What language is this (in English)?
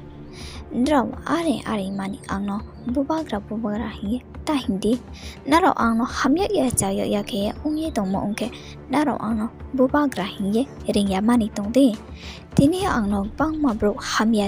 Riang (India)